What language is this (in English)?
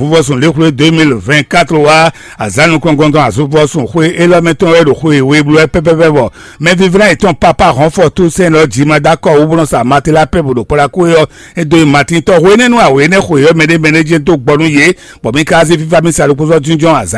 Fon